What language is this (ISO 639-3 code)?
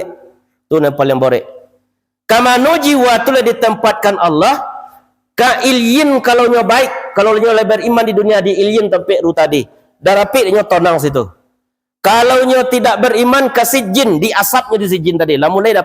min